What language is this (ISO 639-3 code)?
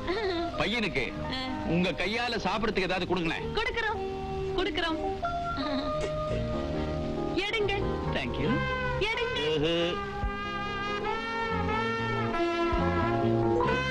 tam